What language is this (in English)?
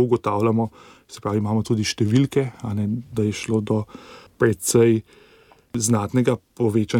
Slovenian